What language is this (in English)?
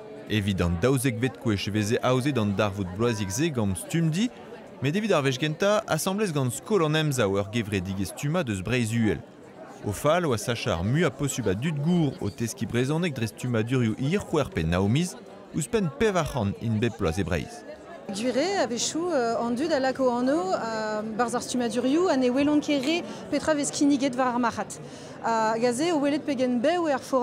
Breton